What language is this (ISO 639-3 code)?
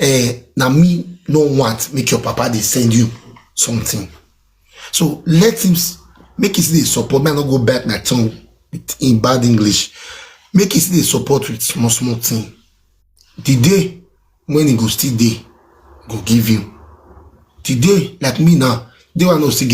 pcm